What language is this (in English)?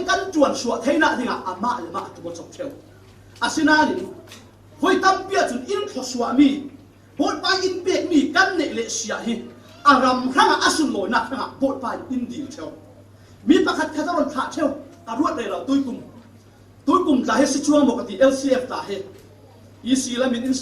Falam Chin